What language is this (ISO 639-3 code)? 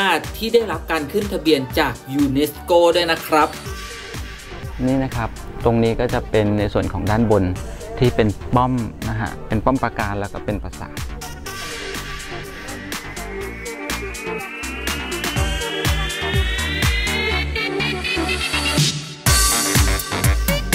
tha